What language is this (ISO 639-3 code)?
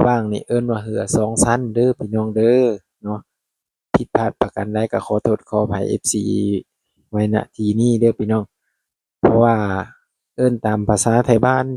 lao